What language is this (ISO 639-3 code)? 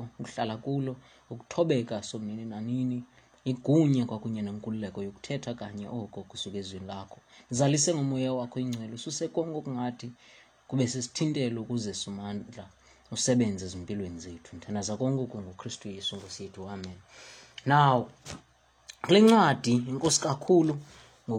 xho